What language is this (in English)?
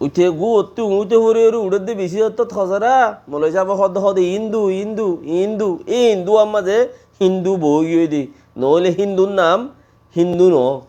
Rohingya